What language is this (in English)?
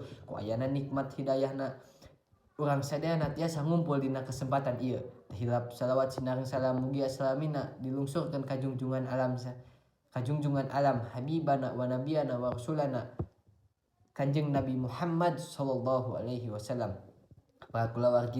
Sundanese